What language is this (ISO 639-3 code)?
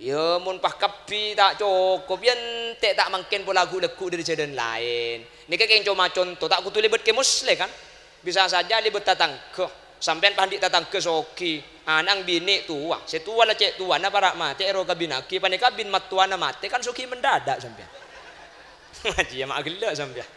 mad